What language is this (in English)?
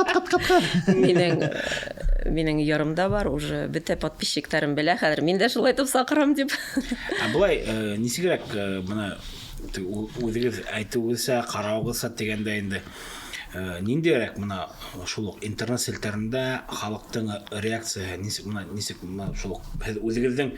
Bashkir